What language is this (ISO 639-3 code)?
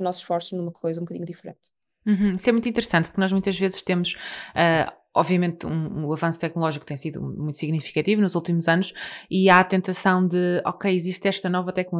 por